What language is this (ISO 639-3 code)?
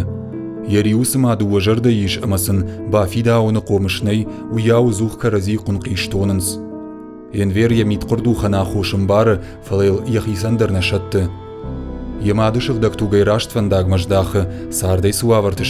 oss